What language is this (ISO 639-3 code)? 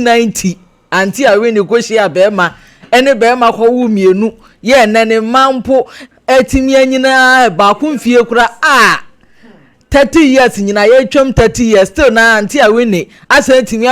aka